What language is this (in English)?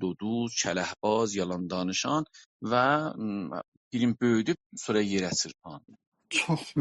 South Azerbaijani